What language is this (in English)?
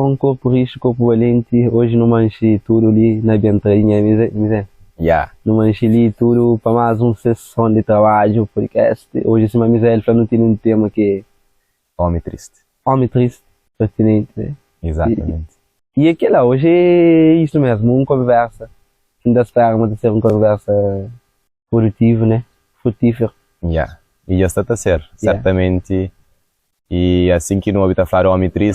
Kabuverdianu